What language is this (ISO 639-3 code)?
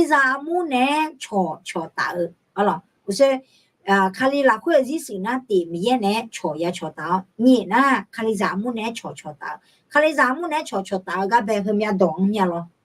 ahk